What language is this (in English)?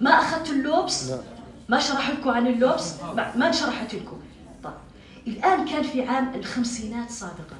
North Levantine Arabic